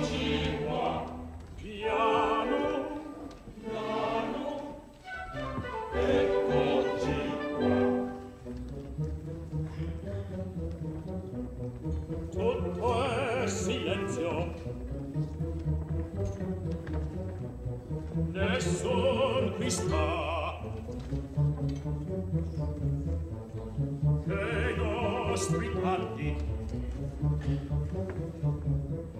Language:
Italian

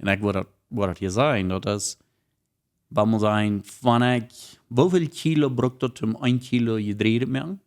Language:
Plautdietsch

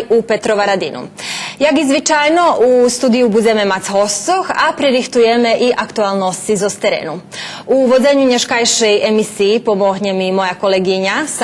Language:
Rusyn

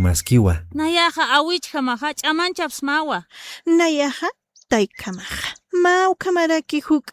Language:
Aymara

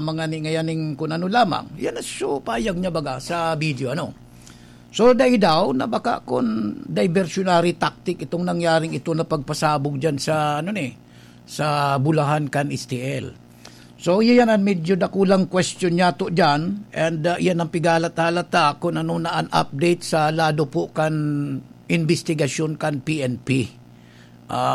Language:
Bikol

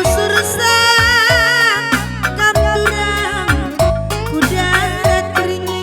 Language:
Batak Karo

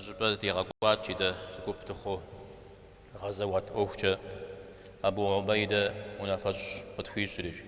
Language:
Kabardian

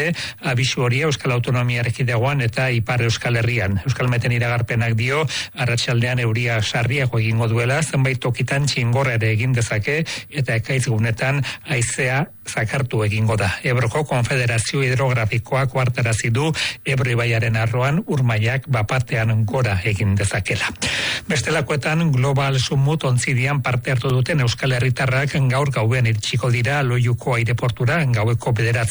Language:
Basque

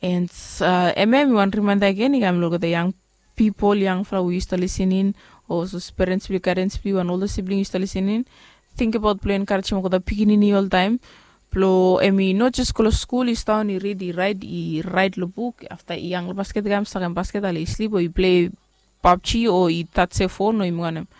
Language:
Bislama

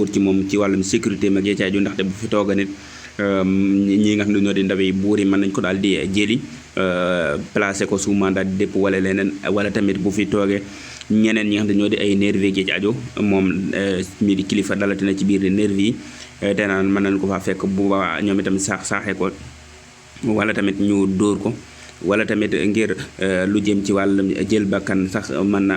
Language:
Wolof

